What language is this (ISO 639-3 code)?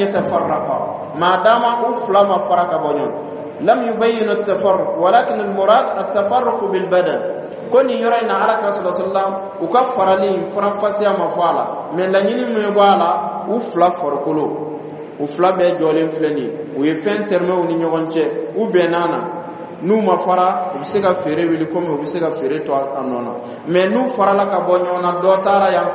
dyu